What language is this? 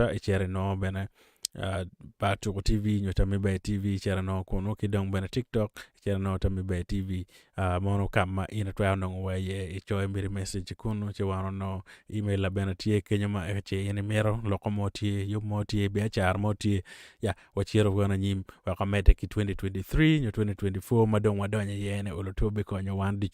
Acoli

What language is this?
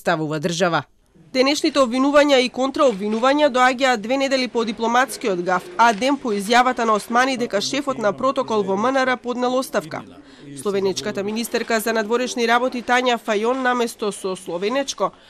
Macedonian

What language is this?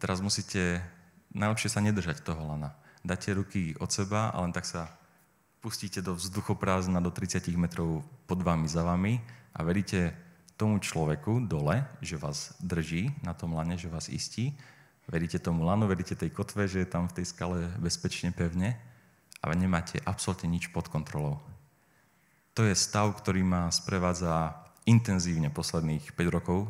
Slovak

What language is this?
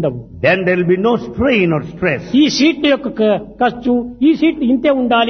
Telugu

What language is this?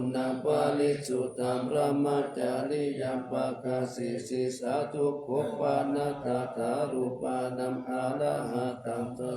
Pali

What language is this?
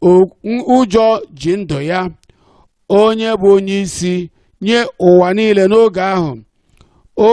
Igbo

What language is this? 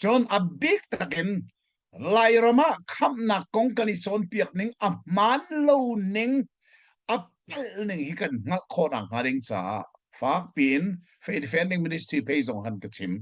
Hakha Chin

